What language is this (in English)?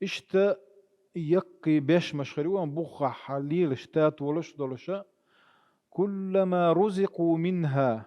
Chechen